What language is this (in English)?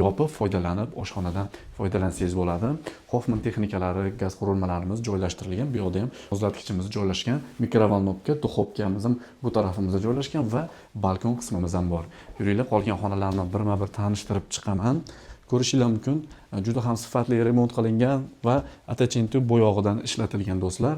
Uzbek